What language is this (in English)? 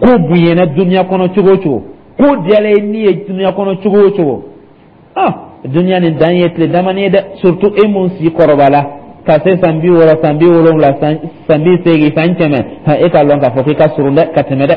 Dyula